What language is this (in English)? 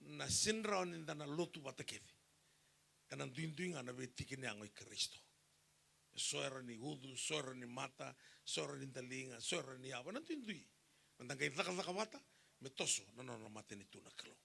Fijian